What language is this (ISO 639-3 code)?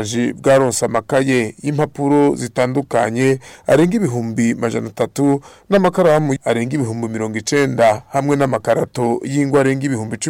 swa